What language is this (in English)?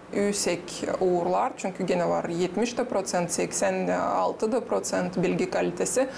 Gagauz